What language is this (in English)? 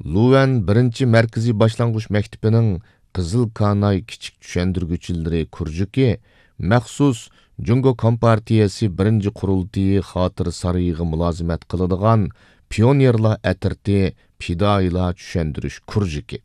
Uyghur